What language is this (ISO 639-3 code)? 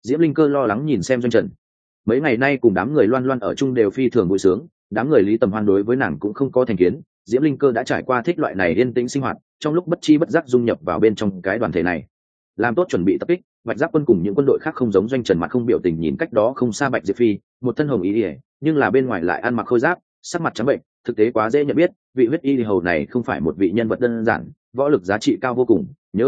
vie